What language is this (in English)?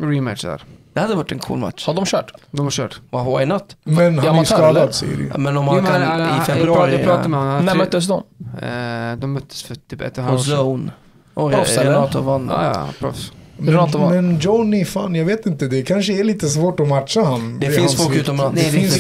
Swedish